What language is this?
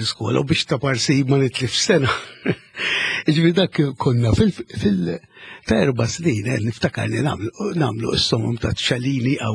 Maltese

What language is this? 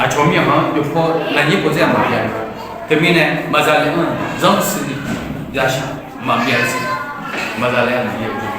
Akha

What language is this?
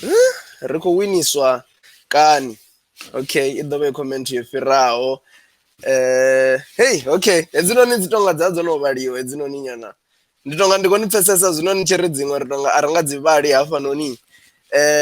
Venda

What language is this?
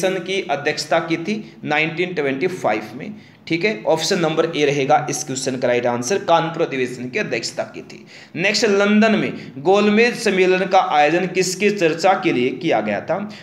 Hindi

